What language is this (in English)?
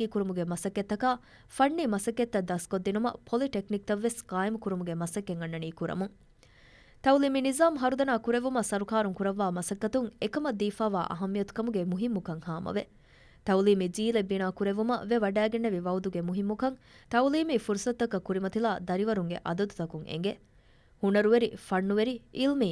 Divehi